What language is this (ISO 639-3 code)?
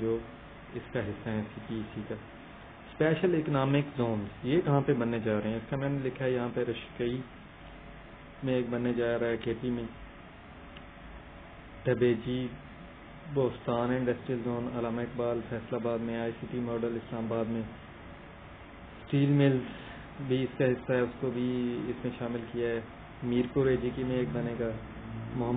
urd